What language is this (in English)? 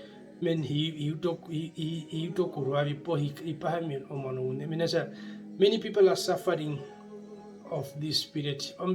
Herero